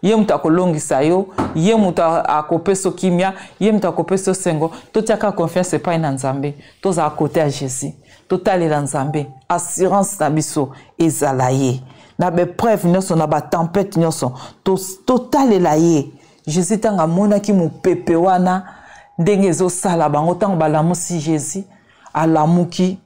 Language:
Lingala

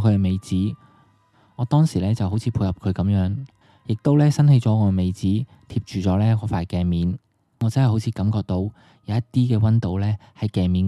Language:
Cantonese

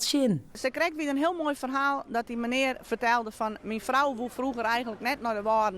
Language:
Western Frisian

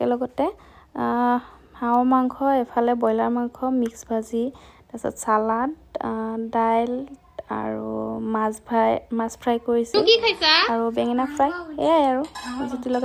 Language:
Assamese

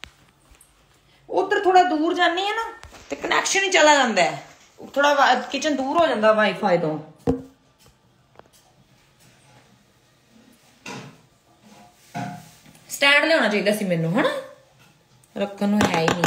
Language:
Punjabi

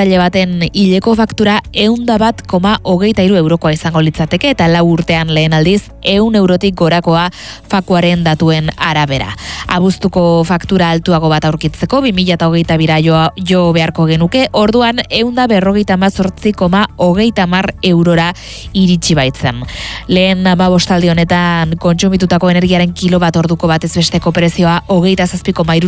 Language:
Basque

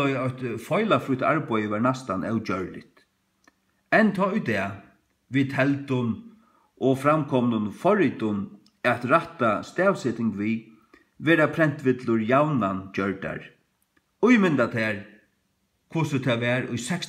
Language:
Faroese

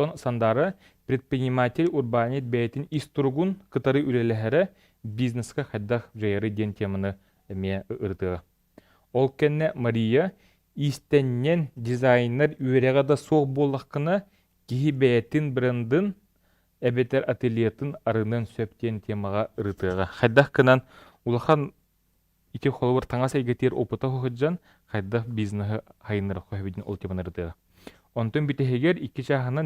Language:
Yakut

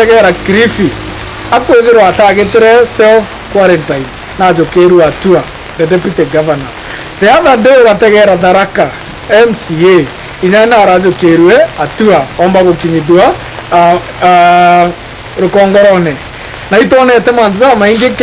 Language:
Meru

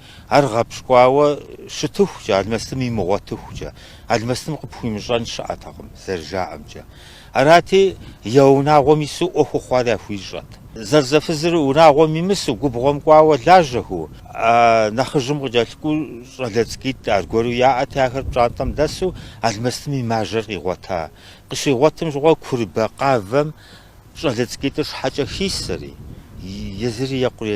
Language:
Kabardian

